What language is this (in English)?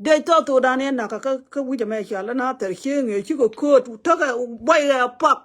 Nuer